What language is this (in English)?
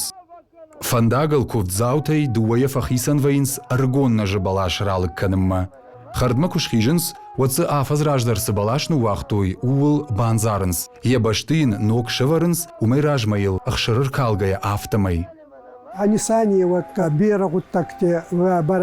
Ossetic